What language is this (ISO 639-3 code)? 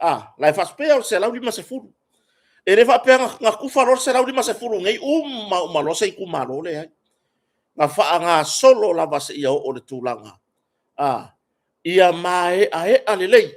smo